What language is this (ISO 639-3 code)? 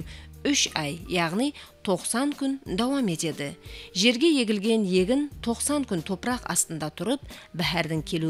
kaa